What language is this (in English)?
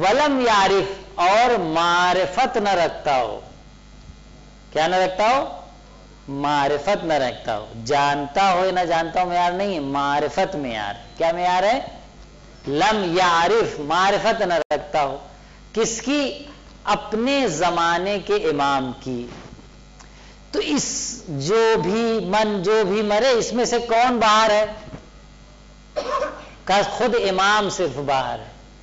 Urdu